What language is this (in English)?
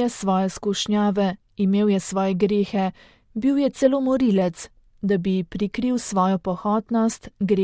Slovenian